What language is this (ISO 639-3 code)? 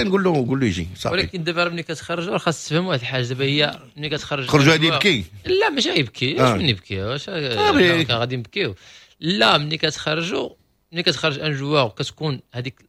ary